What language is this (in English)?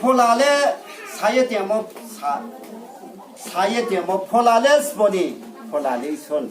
Riang (India)